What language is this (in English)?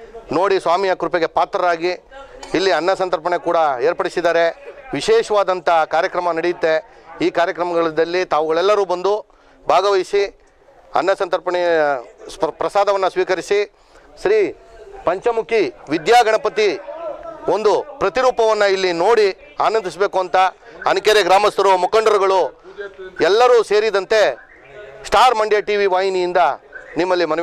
Kannada